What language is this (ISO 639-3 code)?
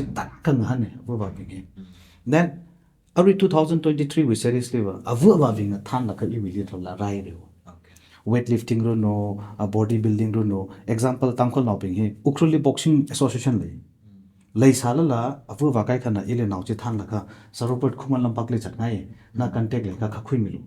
nmf